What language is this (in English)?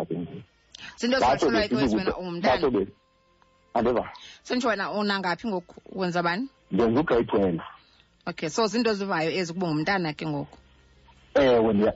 Xhosa